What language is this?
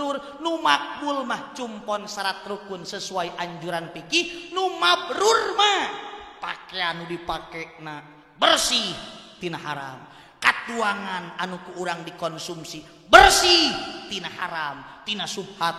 Sundanese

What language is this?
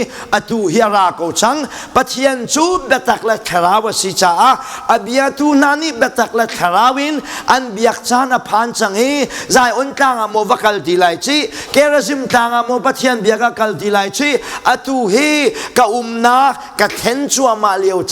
Hakha Chin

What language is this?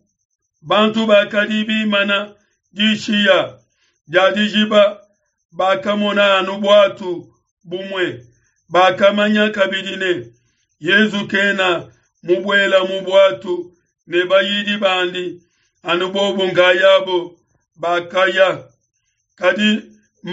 Luba-Lulua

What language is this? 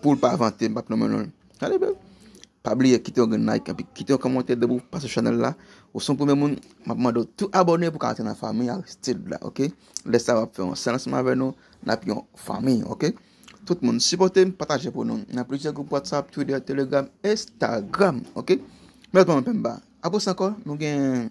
Haitian Creole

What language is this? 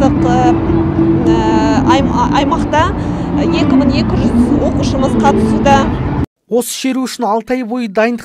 Kazakh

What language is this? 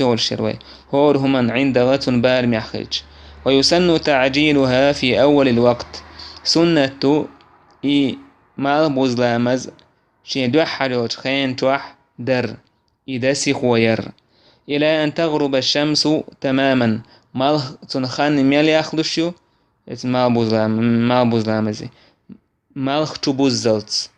Chechen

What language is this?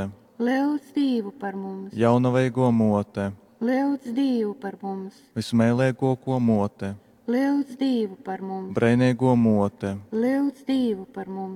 Latgalian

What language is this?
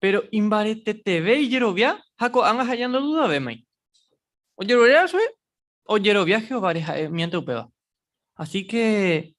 Guarani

